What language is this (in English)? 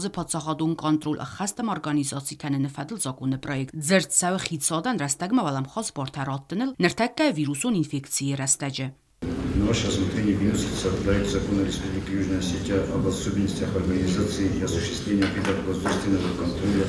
Ossetic